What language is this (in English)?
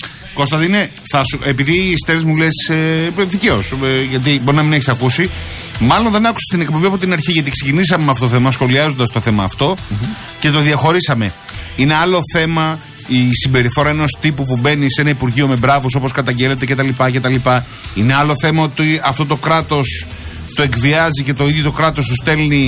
Greek